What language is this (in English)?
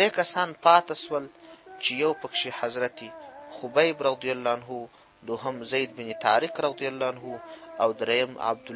Pashto